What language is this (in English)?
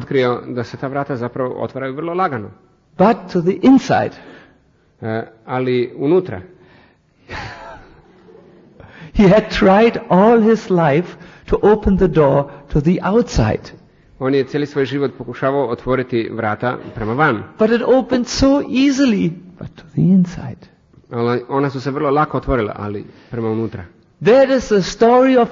Croatian